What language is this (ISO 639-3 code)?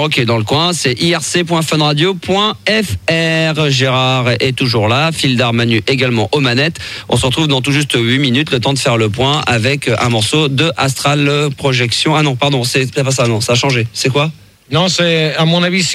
fra